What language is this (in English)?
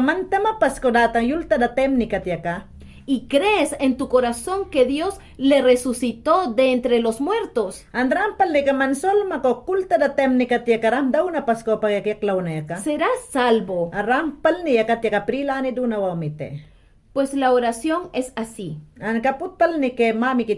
Mayangna